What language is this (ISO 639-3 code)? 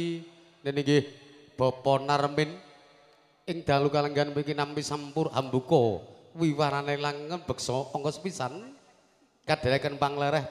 jav